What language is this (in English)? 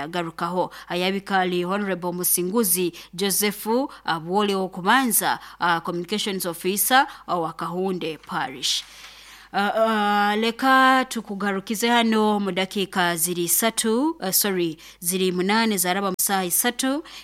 Nyoro